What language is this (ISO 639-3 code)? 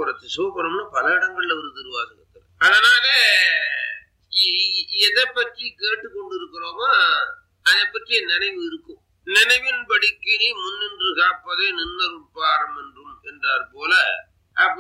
tam